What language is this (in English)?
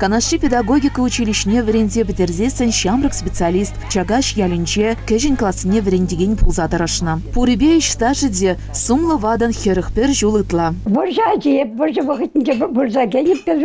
Chuvash